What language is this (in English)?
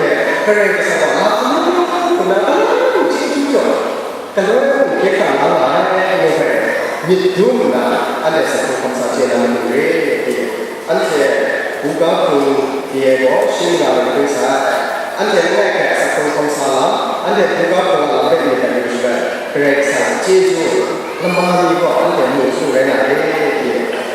Kachin